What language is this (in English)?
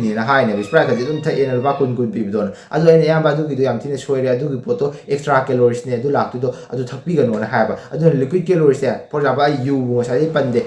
Manipuri